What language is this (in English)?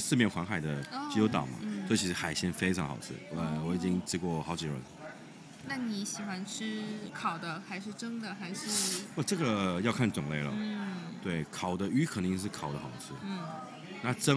Chinese